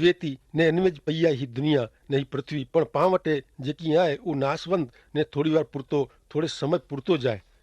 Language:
Kachhi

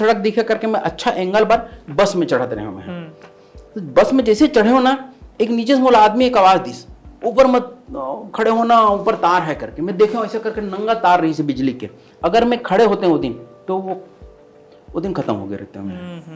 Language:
Chhattisgarhi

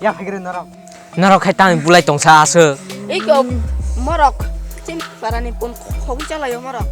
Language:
Kok Borok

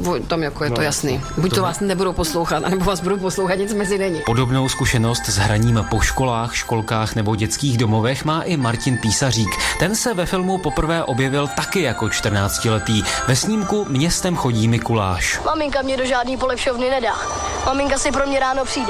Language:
Czech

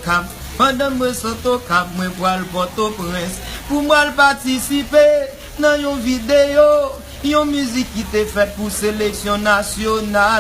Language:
Haitian Creole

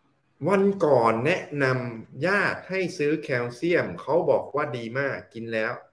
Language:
Thai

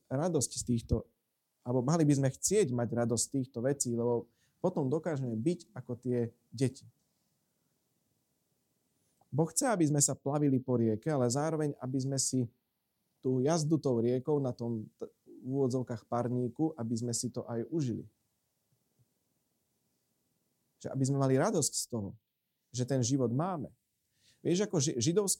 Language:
Slovak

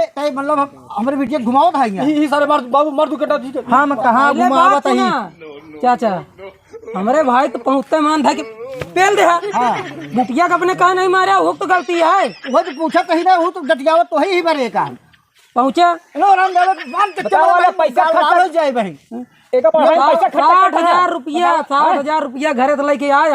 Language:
Awadhi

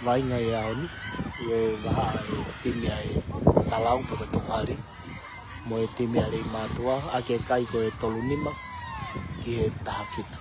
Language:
Tongan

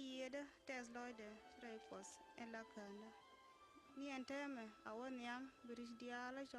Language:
Nuer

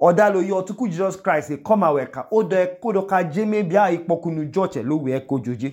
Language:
Idoma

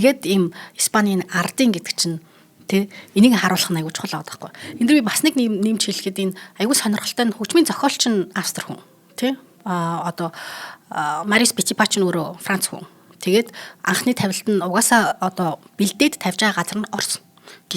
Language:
Mongolian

